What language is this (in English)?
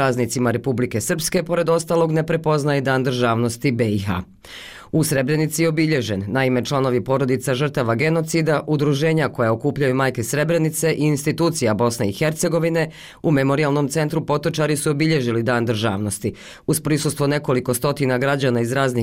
Bosnian